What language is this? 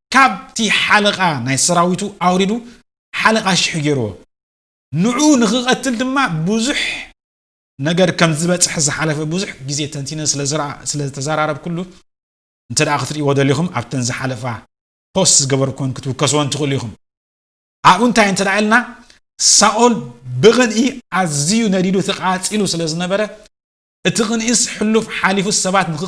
Tigrinya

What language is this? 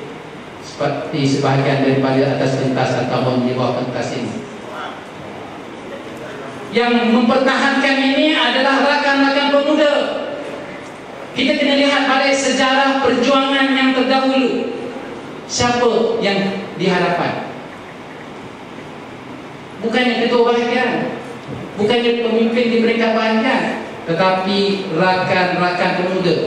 Malay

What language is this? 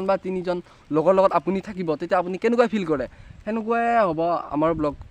Assamese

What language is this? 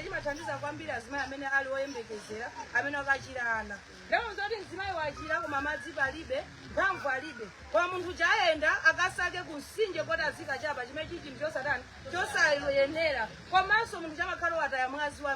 Nyanja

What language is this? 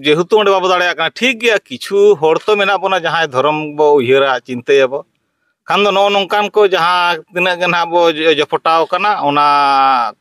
Santali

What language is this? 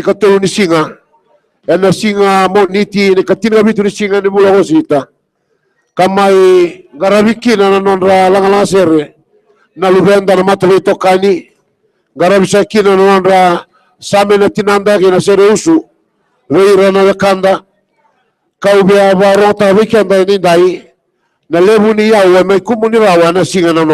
Fijian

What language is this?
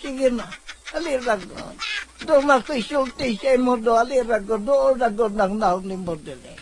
Cebuano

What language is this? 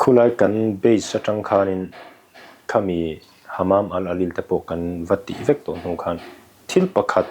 Mizo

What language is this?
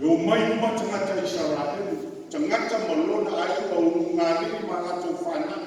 Samoan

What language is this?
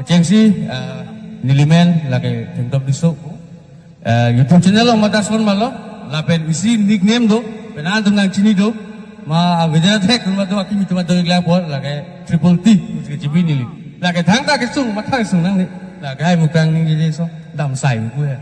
Karbi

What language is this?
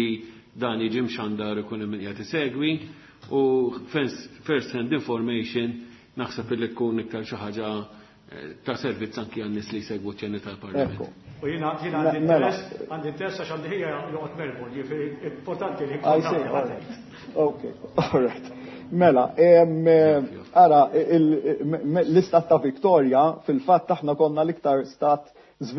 Maltese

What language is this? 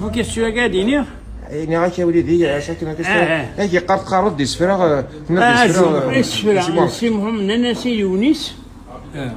Kabyle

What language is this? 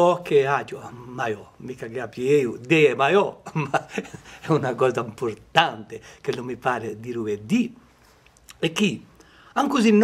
Corsican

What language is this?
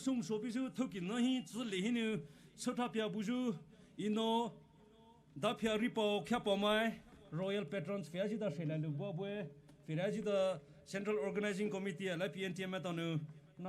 Poumei Naga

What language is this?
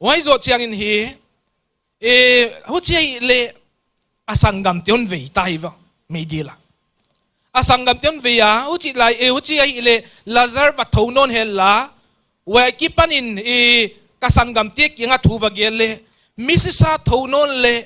Paite Chin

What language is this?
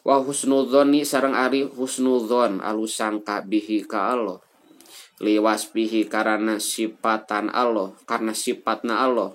Sundanese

